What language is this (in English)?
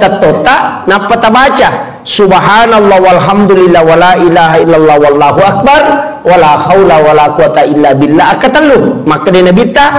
Buginese